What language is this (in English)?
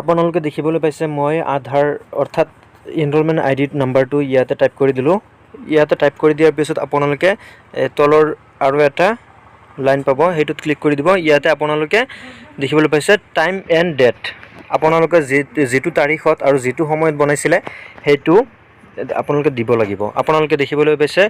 Assamese